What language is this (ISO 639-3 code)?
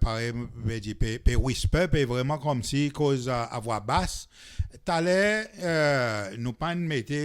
crs